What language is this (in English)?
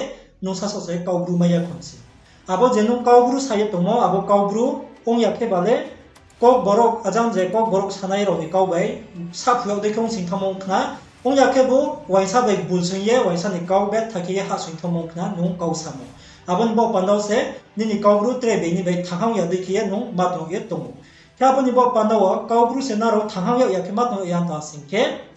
Riang (India)